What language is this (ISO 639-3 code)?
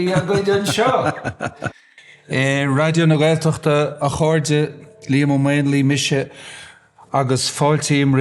gle